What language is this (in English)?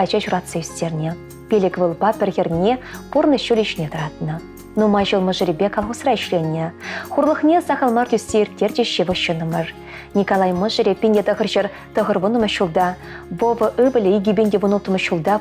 Chuvash